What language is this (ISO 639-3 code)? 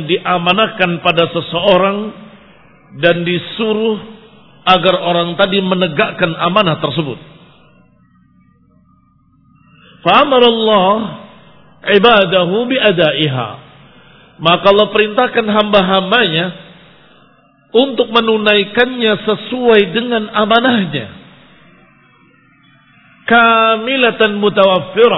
ind